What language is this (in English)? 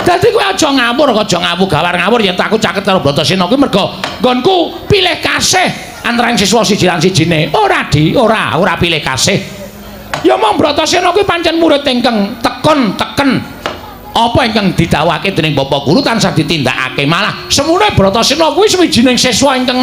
Javanese